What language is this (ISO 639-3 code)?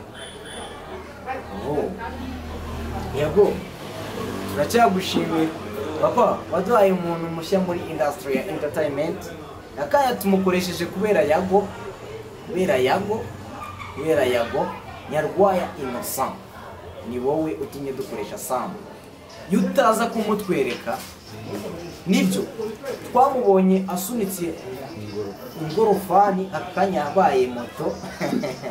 kin